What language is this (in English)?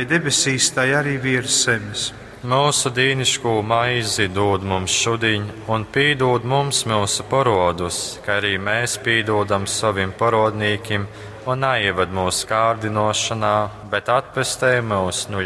Latgalian